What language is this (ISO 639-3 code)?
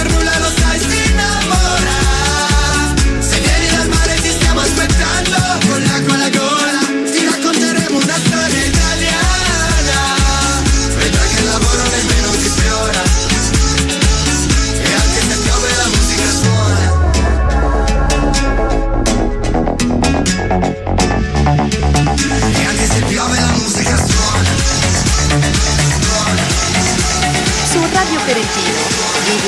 ita